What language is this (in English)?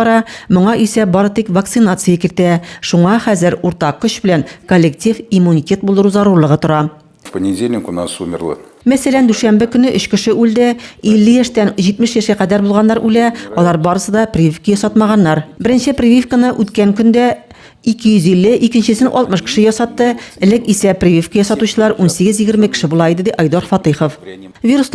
Tatar